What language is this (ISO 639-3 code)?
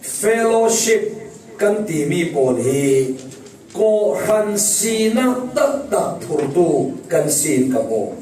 cfm